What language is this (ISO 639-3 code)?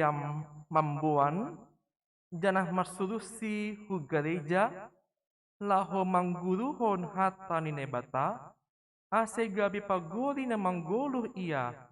bts